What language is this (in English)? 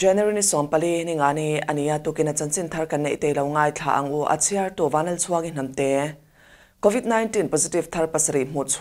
Mizo